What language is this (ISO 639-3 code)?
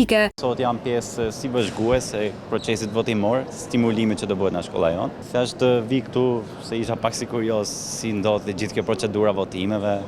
sqi